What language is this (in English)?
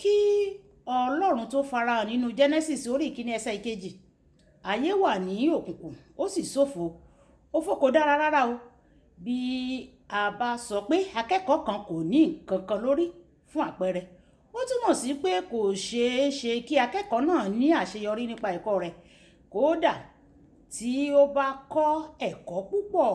Yoruba